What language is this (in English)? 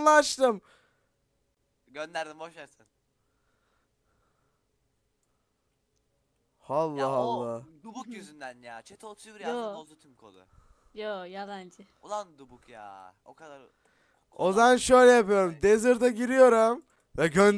Turkish